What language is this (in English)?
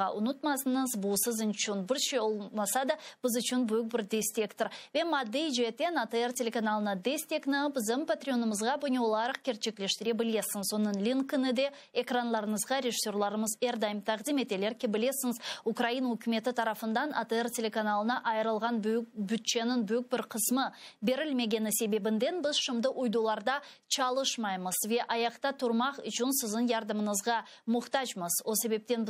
Crimean Tatar